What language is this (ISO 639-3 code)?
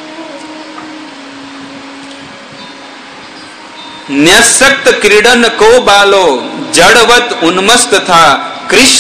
guj